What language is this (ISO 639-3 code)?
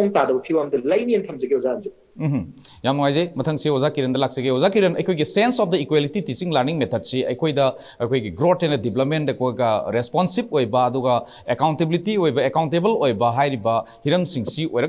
mni